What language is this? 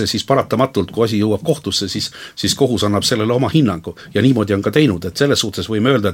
Estonian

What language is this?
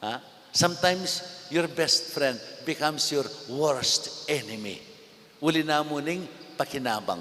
Pampanga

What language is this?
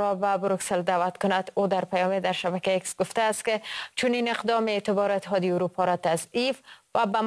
Persian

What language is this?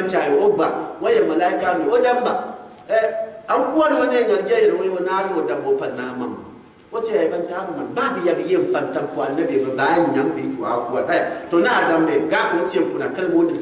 Gourmanchéma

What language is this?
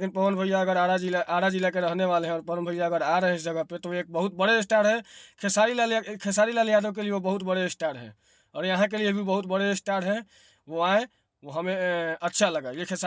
Bhojpuri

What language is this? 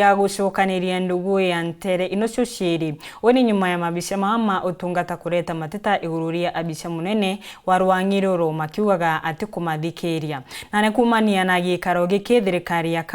Meru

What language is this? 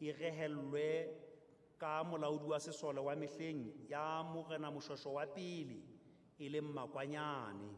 Southern Sotho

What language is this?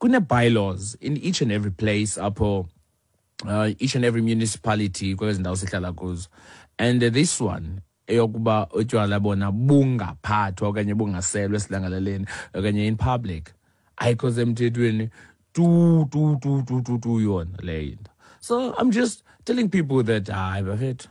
Xhosa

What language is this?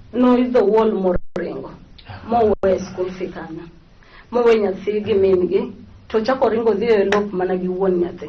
Luo (Kenya and Tanzania)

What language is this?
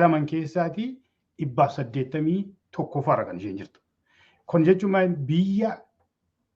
Oromo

